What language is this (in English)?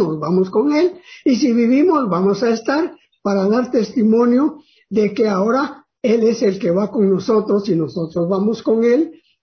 Spanish